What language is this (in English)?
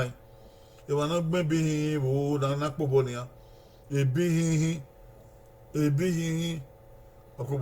Bini